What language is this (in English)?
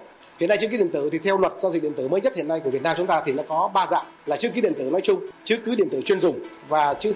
Vietnamese